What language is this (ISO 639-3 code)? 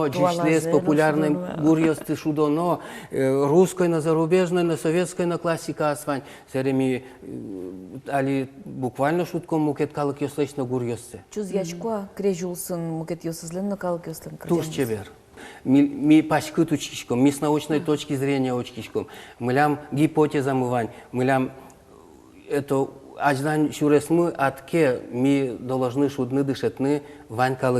udm